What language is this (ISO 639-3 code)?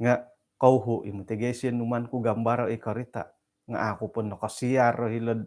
dtp